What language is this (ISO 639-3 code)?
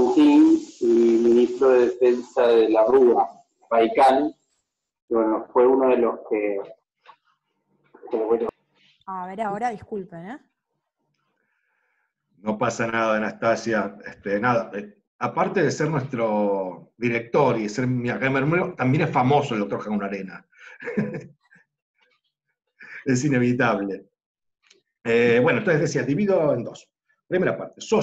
spa